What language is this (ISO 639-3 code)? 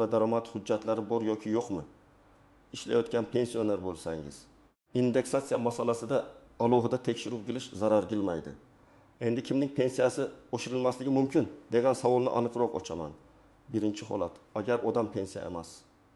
uzb